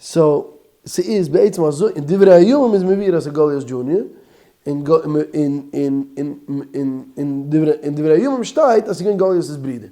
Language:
Yiddish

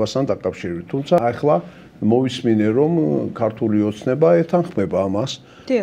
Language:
Georgian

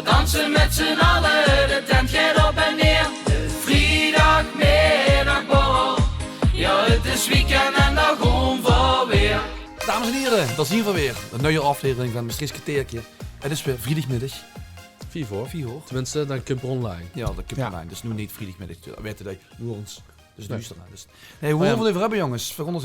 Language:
Limburgish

